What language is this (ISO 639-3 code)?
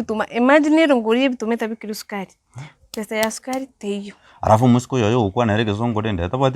guz